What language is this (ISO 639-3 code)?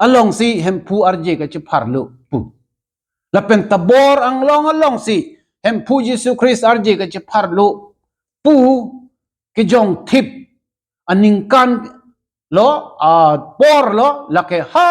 mjw